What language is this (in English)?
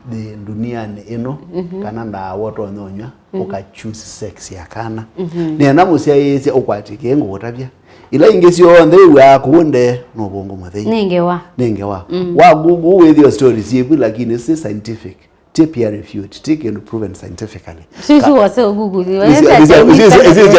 Kamba